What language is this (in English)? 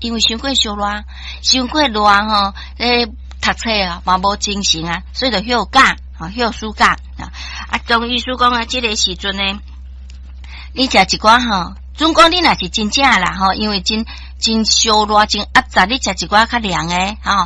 Min Nan Chinese